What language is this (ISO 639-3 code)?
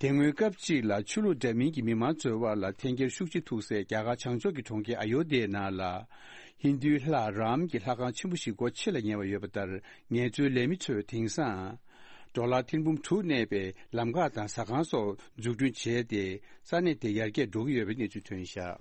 bod